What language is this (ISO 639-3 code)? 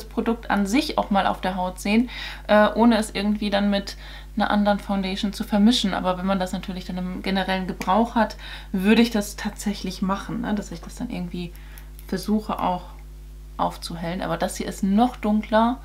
deu